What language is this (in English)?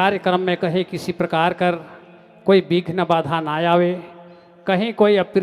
Sadri